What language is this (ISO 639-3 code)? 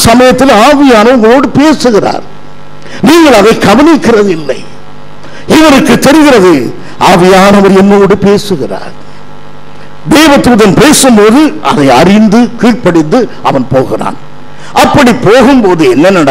tam